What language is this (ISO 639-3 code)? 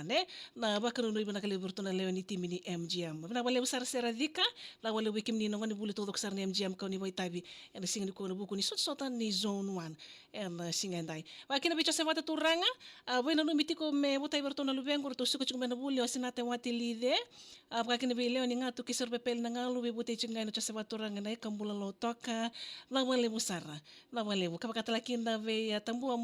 fij